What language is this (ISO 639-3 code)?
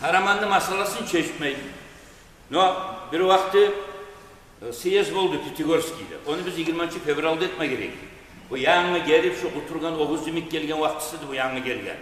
kum